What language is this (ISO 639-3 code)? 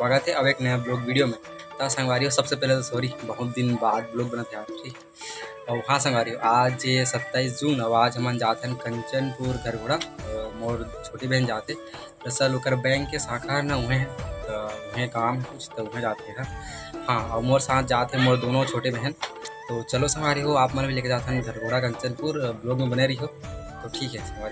hne